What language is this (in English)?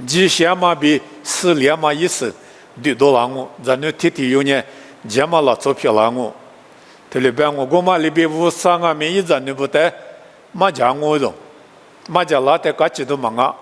Lisu